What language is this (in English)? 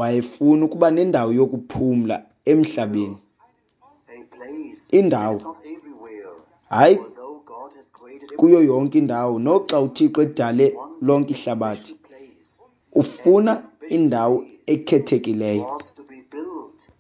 Xhosa